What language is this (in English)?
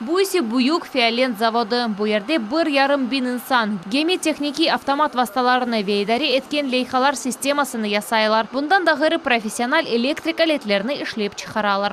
Crimean Tatar